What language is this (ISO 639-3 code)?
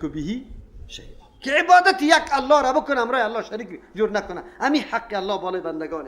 fas